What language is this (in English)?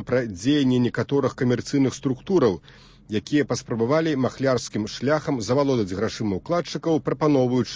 Belarusian